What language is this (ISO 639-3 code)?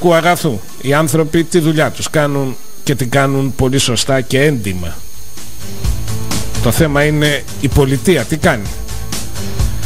ell